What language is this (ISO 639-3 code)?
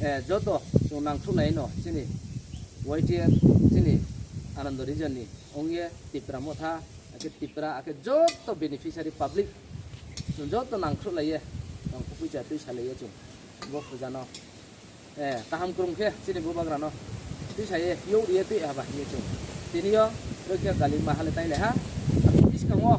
trp